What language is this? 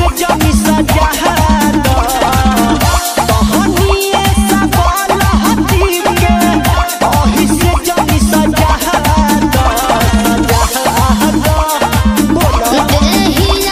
Bhojpuri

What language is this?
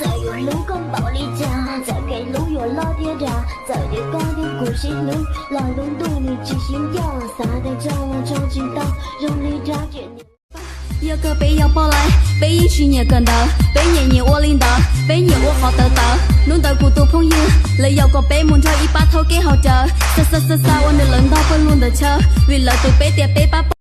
Hmong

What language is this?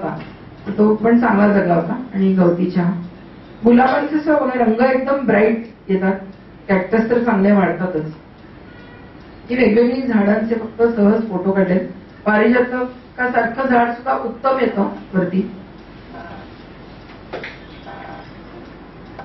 Marathi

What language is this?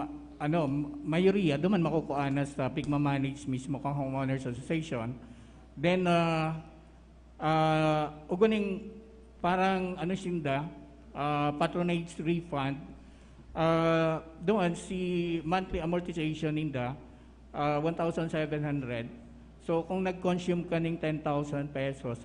Bikol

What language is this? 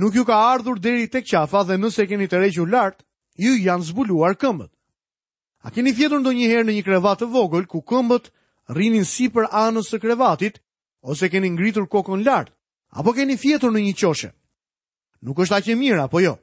Albanian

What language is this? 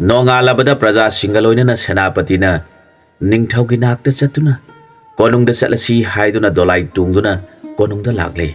Manipuri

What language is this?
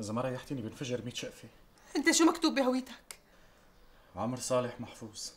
North Levantine Arabic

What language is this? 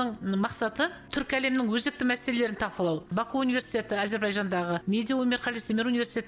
Kazakh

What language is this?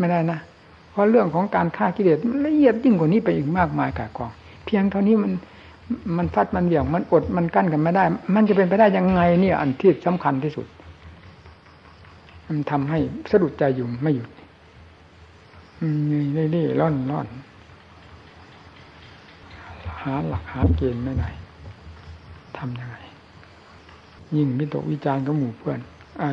Thai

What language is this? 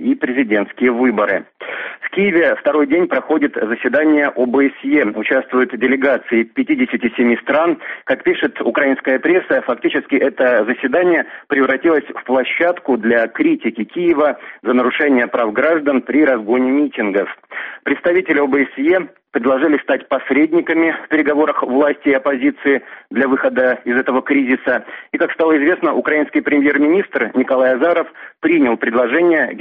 Russian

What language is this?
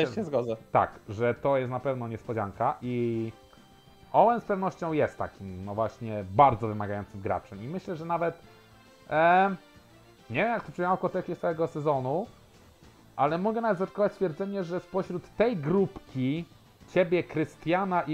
Polish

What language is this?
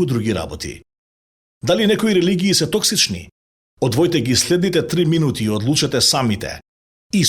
Macedonian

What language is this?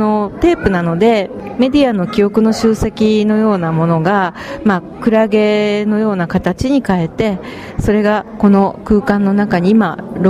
Japanese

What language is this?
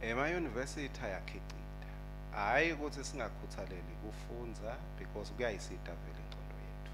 Swati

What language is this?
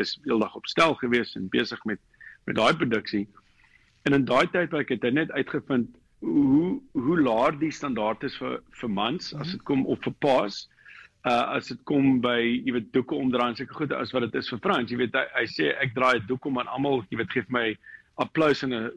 Afrikaans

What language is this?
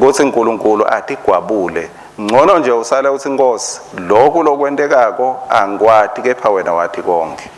Swati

